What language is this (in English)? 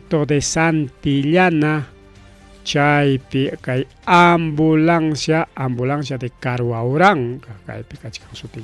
Ayacucho Quechua